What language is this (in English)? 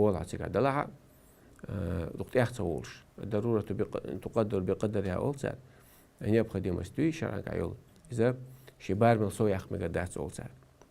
Chechen